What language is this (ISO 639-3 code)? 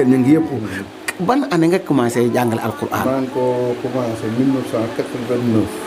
wol